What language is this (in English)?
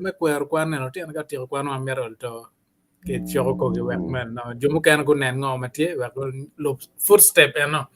Acoli